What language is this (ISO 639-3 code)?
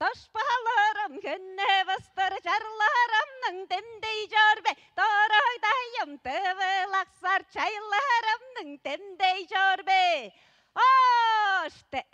tyv